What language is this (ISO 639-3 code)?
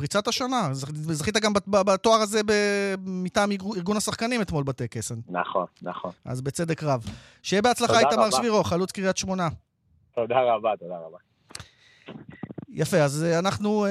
heb